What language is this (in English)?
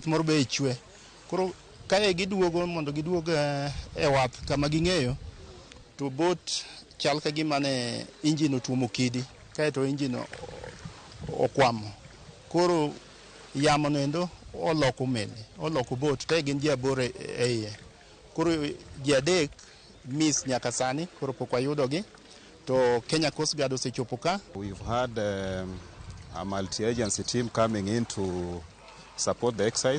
Luo (Kenya and Tanzania)